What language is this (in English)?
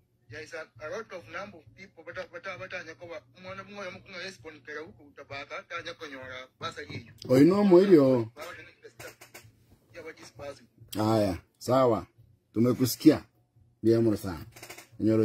Gusii